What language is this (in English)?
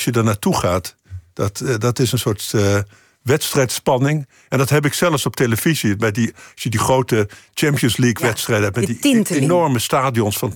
Dutch